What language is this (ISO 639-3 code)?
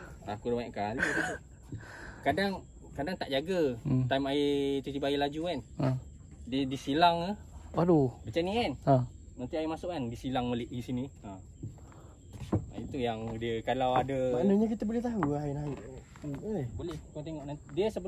msa